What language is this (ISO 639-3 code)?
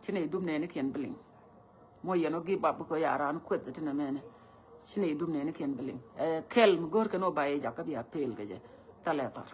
nus